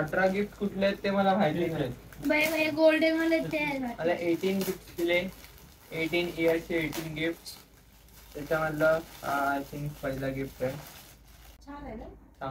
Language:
Marathi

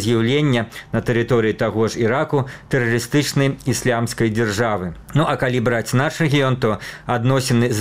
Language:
Belarusian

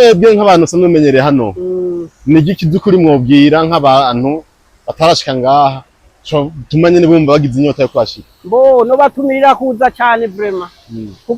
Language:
Rundi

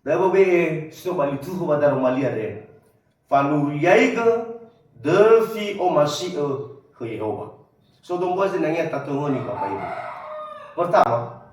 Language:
Nias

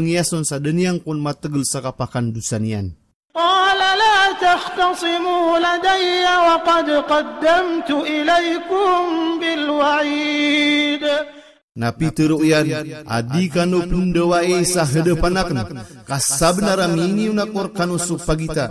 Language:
Maranao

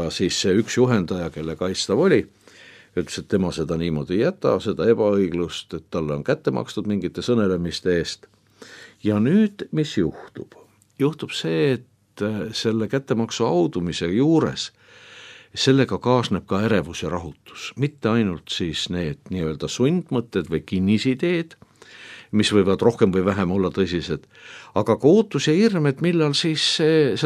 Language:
Estonian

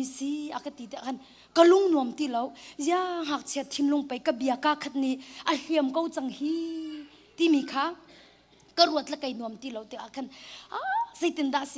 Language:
Hakha Chin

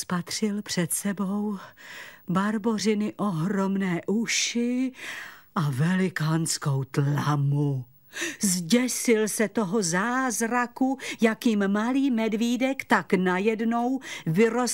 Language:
Czech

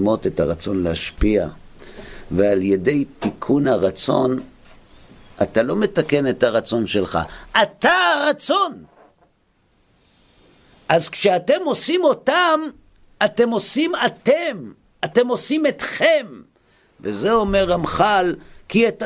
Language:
Hebrew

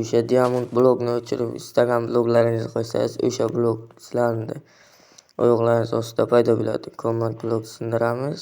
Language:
Uzbek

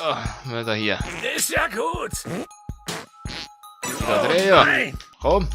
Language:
Swiss German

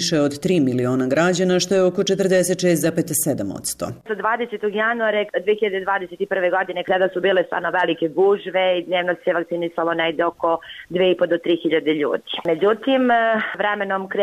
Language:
Serbian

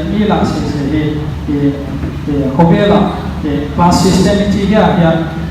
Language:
Paite Chin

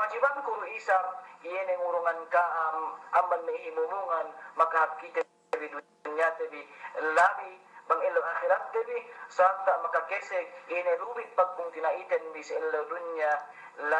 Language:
Yakan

